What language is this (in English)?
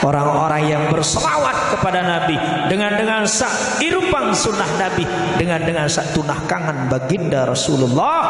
Sasak